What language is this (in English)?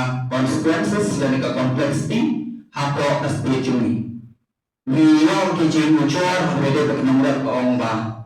Khasi